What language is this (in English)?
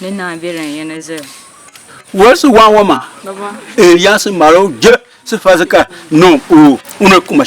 Tiv